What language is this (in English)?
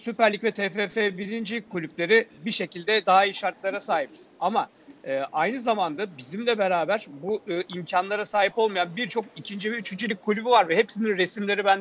Turkish